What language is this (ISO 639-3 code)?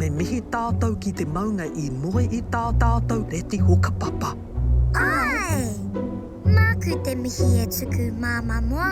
mri